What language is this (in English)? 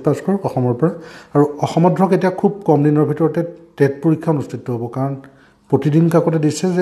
Assamese